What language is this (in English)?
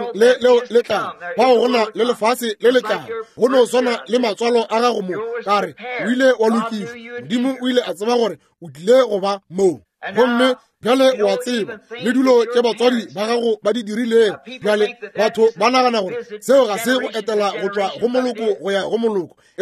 Northern Sotho